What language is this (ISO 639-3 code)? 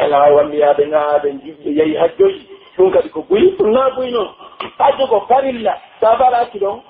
fuf